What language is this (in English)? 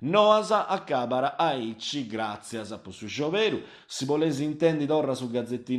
Sardinian